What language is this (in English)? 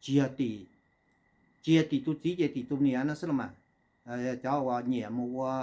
Hmong